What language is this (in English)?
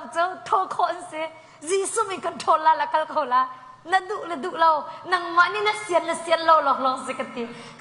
Hakha Chin